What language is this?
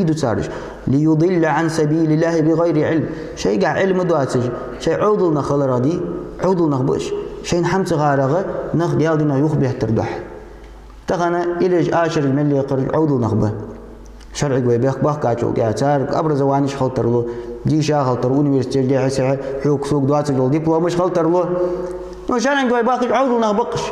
Ingush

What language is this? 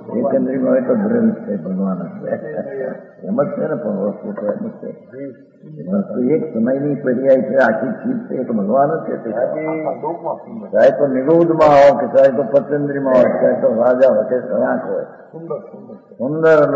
Gujarati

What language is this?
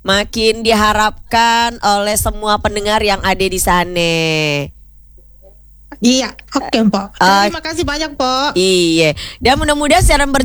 Indonesian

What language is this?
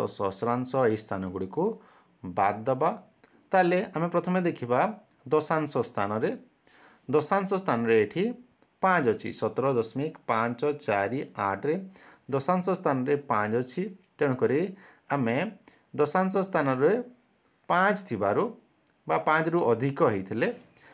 Odia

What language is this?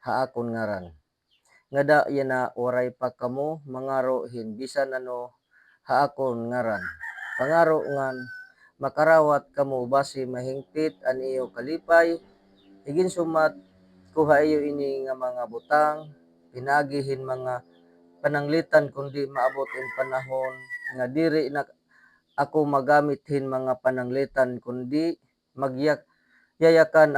Waray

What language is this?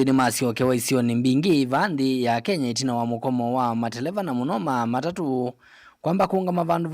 Kamba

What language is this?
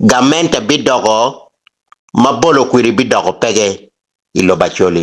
Acoli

